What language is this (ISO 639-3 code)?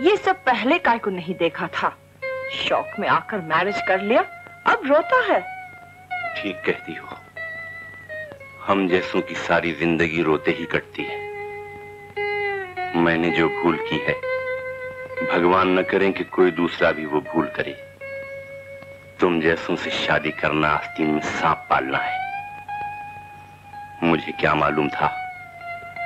hin